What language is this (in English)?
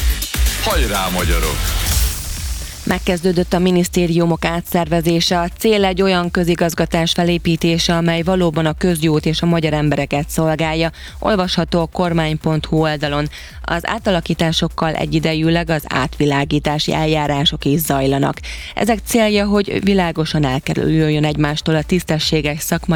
Hungarian